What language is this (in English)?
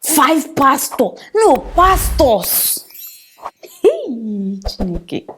Nigerian Pidgin